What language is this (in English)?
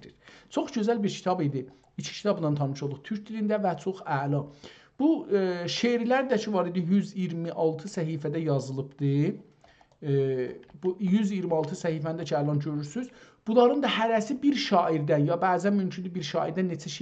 South Azerbaijani